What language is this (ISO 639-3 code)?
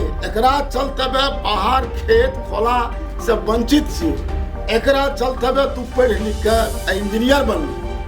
mai